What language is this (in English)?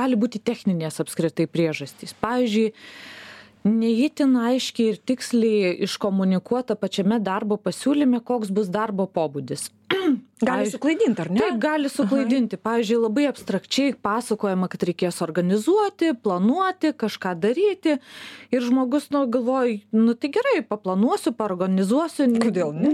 Lithuanian